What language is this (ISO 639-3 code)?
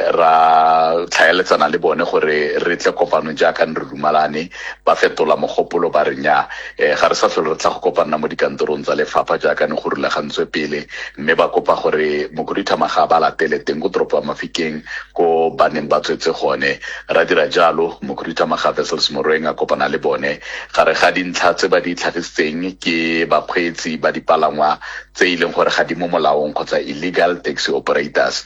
tsn